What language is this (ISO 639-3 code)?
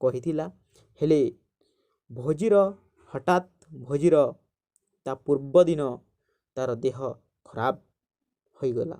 ori